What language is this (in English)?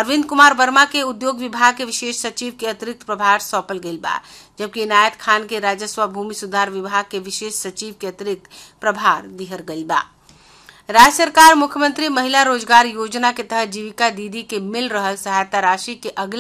Bhojpuri